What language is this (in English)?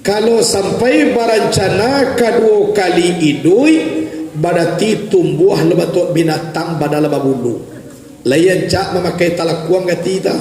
Minangkabau